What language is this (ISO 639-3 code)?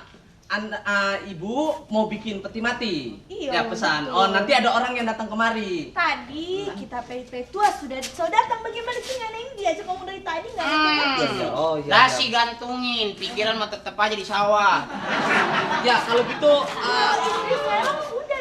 bew